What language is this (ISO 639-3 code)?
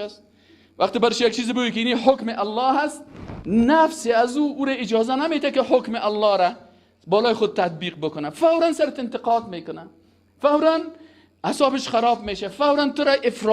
fas